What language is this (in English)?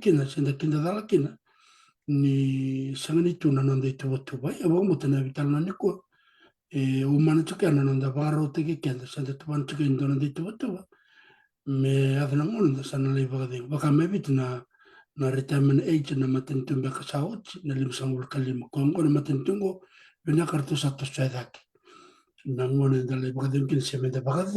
Fijian